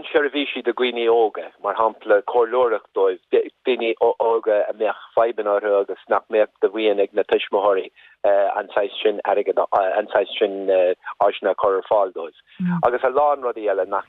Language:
Irish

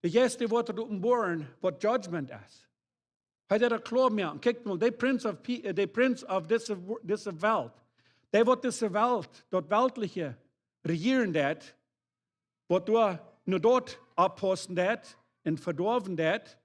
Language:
Plautdietsch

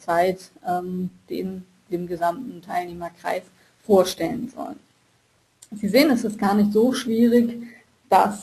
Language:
German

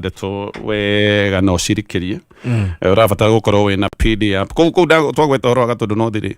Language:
Kikuyu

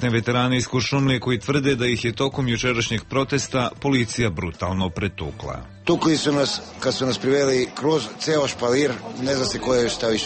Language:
Serbian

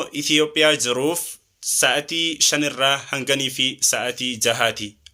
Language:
Oromo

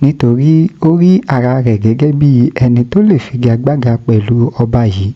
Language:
Yoruba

